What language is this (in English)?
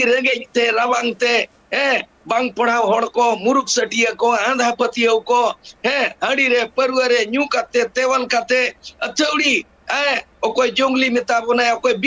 Santali